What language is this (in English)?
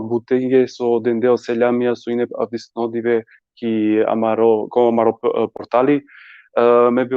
Balkan Romani